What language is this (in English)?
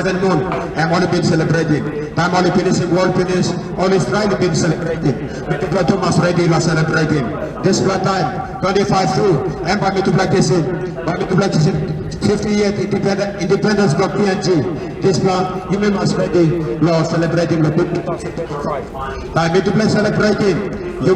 Tok Pisin